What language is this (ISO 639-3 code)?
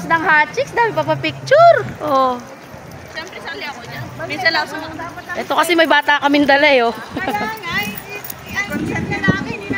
fil